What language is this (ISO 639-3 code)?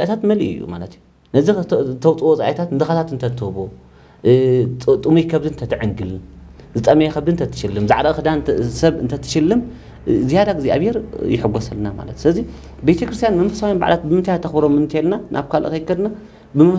tir